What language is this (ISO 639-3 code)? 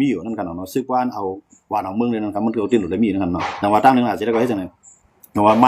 shn